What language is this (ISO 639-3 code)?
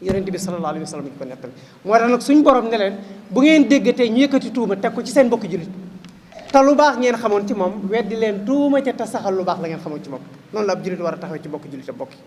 wol